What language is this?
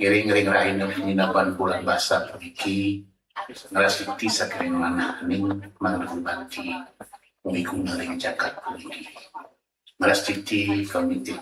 Balinese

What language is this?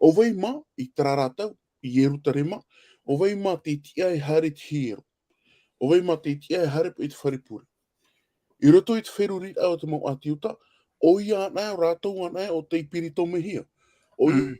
Tahitian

